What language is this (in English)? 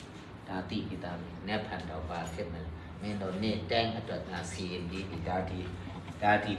Burmese